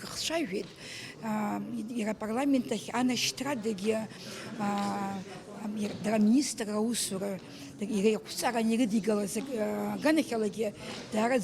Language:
Abkhazian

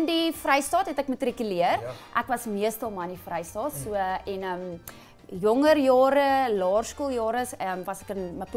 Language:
Afrikaans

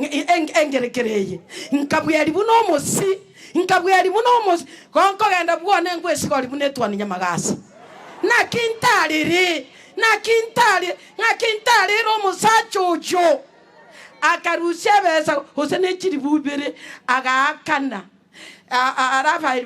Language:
Gusii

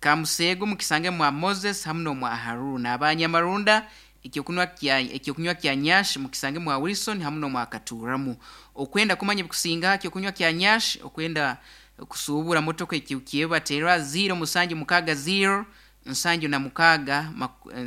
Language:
Nyoro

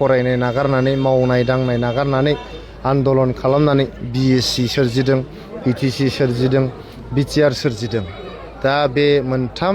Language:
Bodo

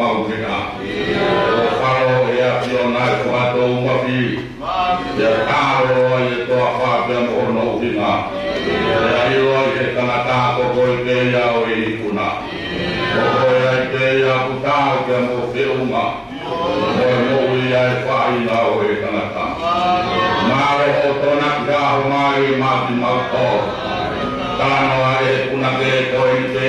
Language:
Tongan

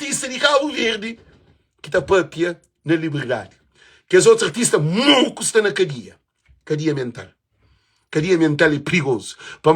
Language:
Kabuverdianu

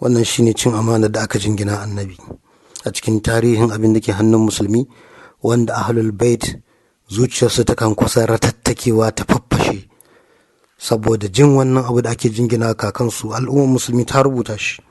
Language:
Hausa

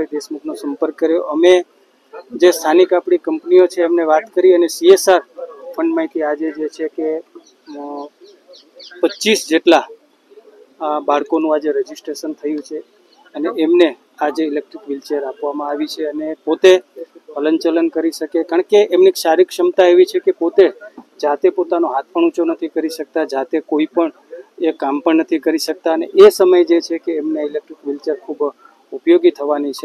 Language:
Gujarati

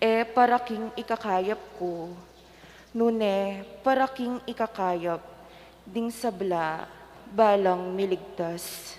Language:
Pampanga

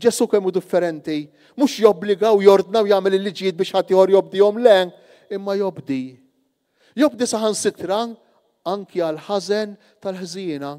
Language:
Maltese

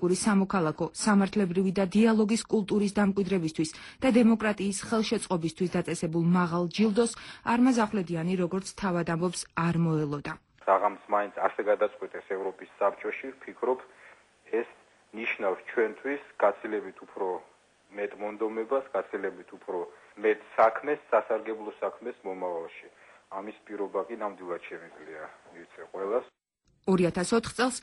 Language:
Georgian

